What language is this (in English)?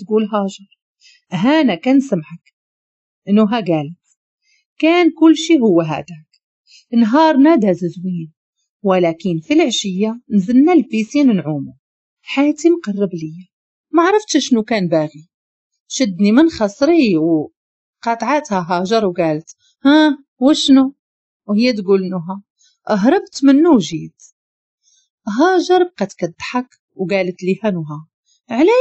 Moroccan Arabic